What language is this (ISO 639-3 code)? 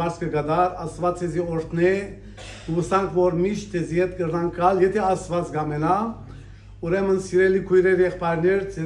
hyw